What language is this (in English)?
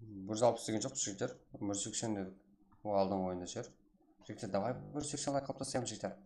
Kara-Kalpak